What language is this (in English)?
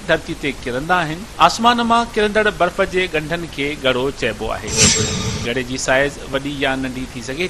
Sindhi